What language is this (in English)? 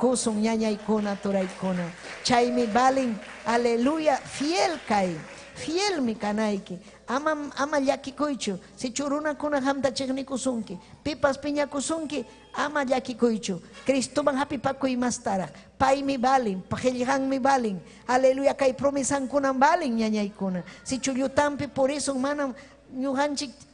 Ayacucho Quechua